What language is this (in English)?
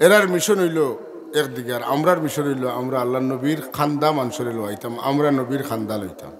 Sylheti